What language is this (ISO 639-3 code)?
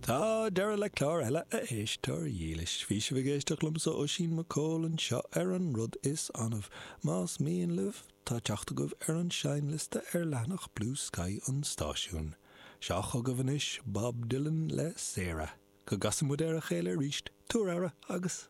gle